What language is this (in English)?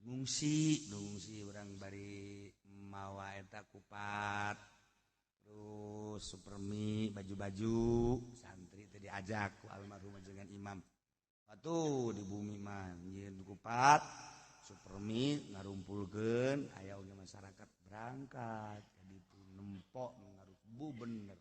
Sundanese